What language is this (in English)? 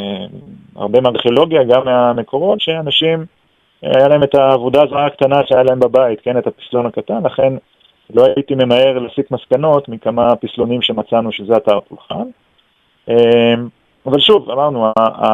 Hebrew